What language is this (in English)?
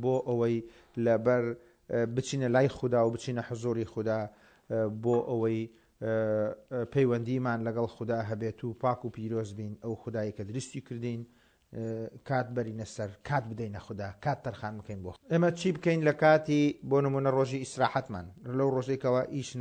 Central Kurdish